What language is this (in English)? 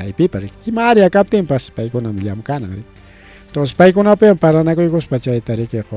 Ayacucho Quechua